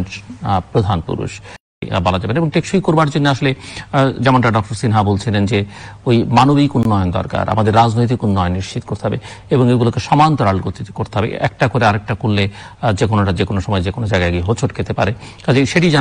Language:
Bangla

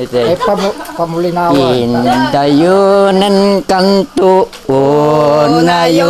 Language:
Iloko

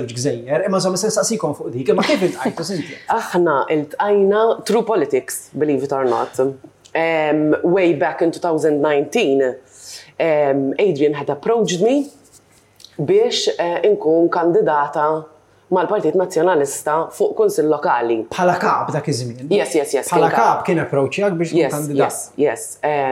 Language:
Maltese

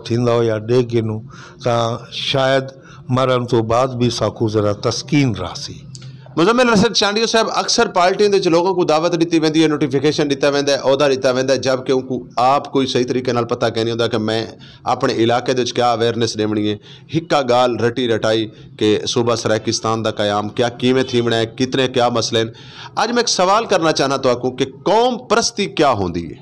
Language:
Saraiki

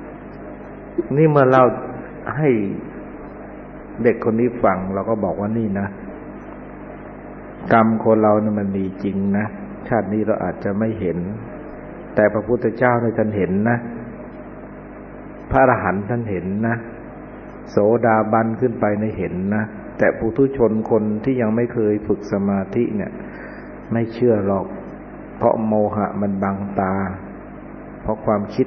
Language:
Thai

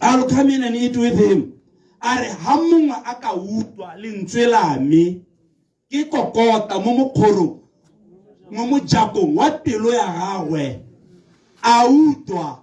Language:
Tswana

